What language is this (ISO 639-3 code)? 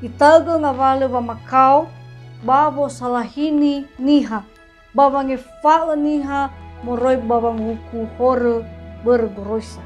nia